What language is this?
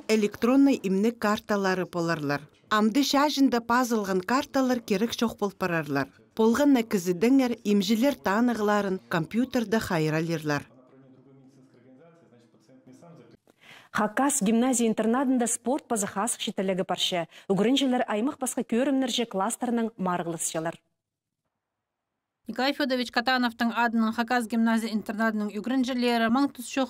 Khakas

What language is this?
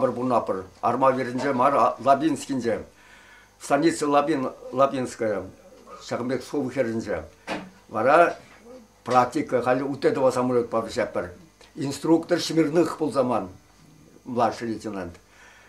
Chuvash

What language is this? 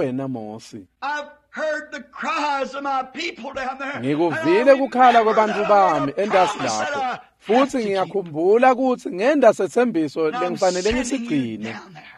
Swati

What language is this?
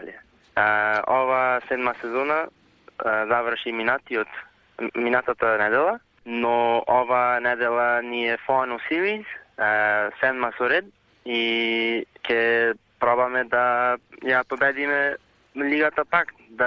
Macedonian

